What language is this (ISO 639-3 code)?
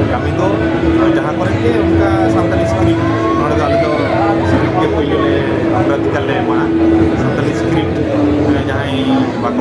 sat